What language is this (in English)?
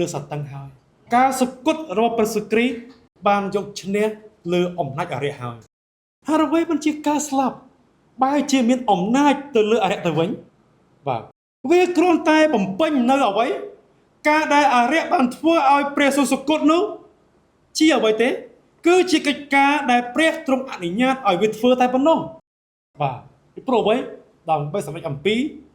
Khmer